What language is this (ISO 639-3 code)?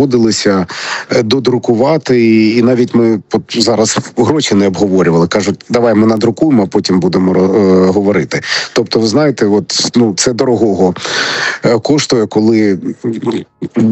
ukr